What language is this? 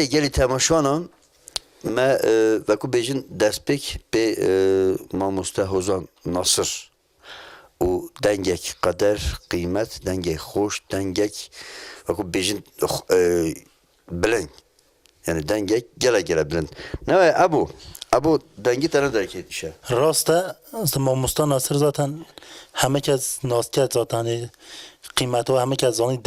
Kurdish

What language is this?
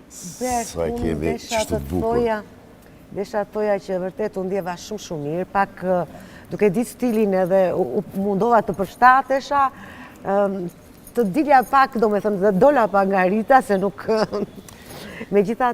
Albanian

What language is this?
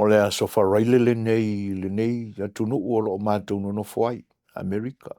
Samoan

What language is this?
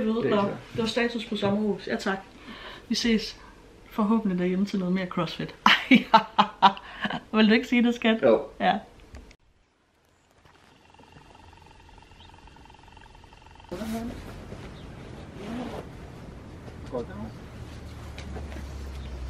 Danish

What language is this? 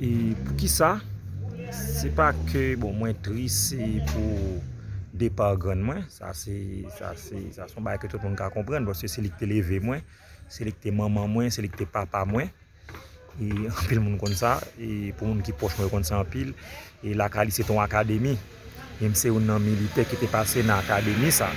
Haitian Creole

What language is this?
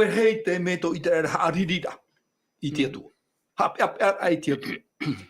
Tahitian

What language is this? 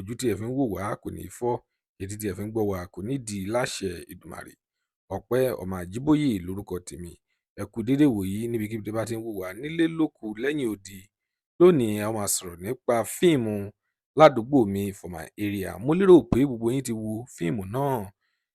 Yoruba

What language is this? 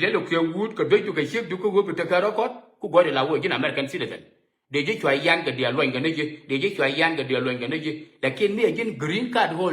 Nuer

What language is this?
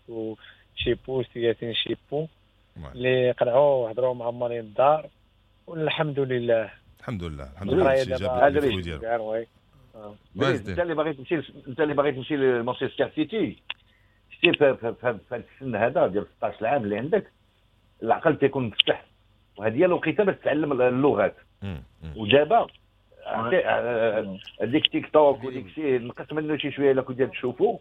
Moroccan Arabic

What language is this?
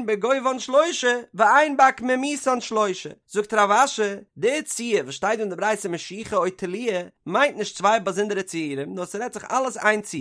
Yiddish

